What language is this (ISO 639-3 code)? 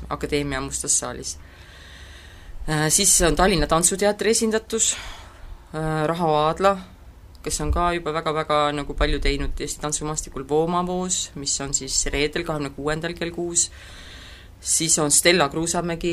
est